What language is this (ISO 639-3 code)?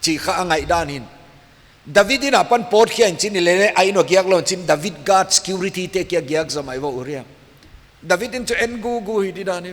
pck